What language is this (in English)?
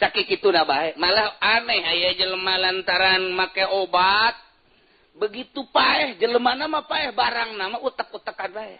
Sundanese